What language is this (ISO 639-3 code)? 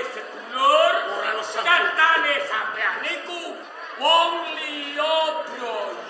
jav